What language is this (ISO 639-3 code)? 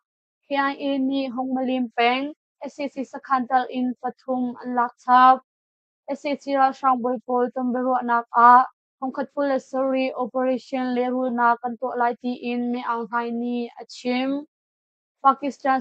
cnh